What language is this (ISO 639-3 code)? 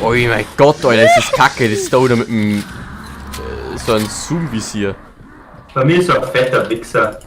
bar